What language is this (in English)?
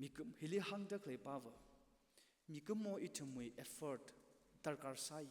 Tangkhul Naga (India)